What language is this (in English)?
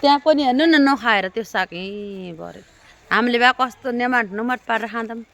Nepali